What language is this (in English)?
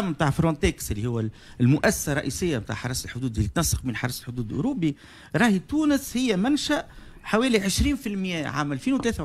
Tunisian Arabic